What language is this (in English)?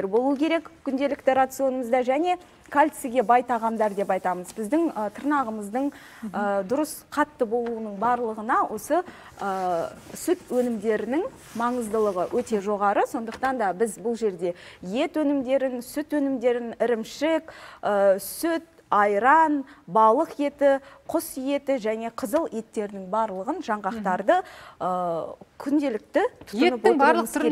Kazakh